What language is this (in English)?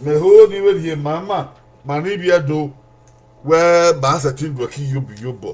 Bini